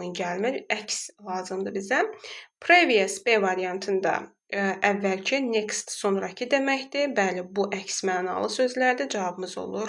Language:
Azerbaijani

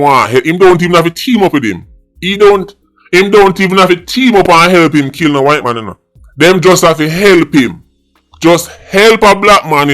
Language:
Jamaican Creole English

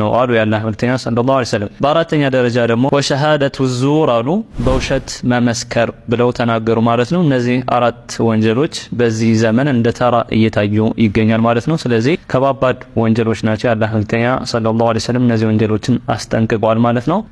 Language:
Amharic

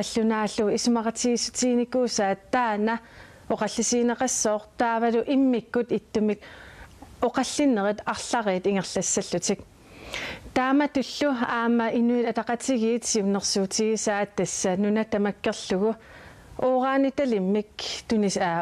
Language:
Kalaallisut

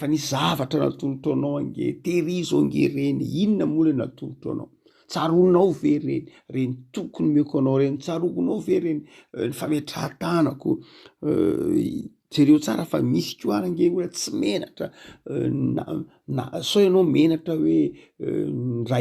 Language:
Malagasy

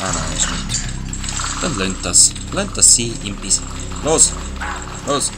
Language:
Swiss German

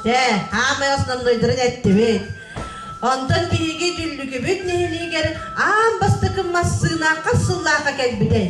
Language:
Yakut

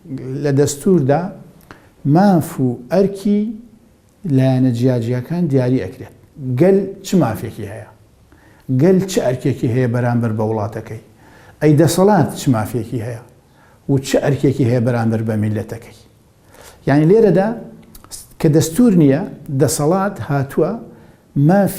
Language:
Central Kurdish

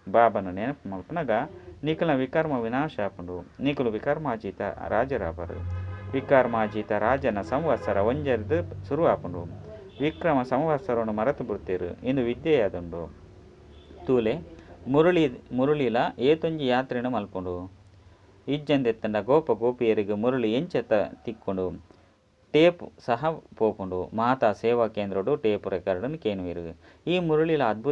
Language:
Tulu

